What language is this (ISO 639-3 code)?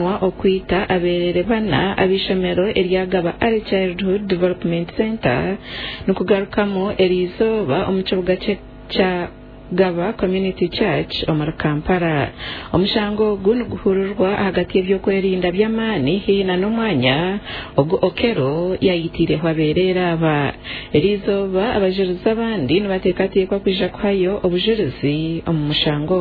nyn